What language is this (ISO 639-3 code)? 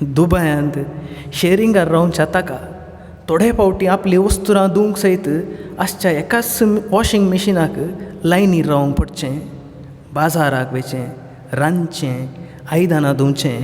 kok